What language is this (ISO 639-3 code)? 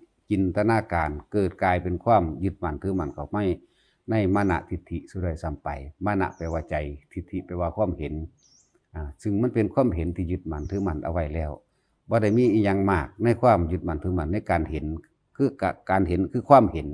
tts